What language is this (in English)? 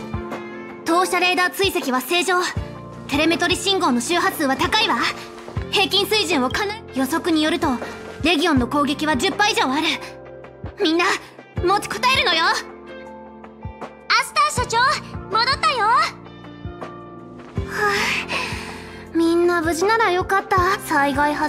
Japanese